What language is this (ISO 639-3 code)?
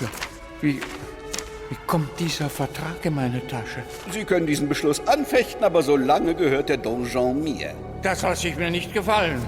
gsw